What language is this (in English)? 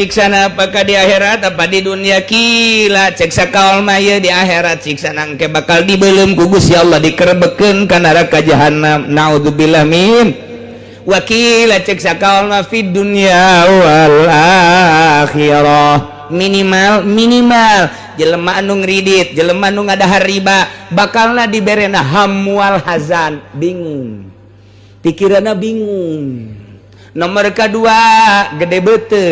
Sundanese